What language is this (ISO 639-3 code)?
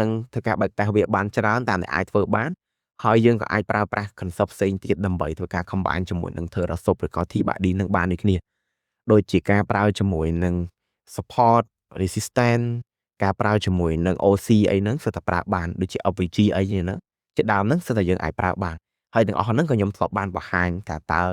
khm